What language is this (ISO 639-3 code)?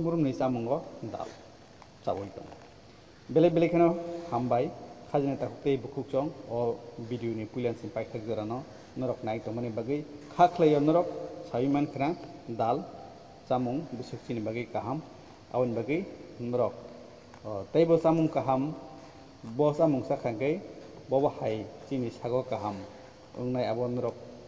trp